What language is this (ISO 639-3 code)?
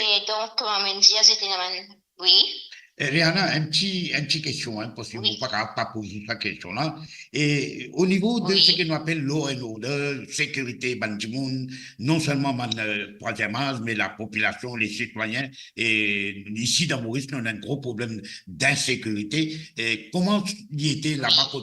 mfe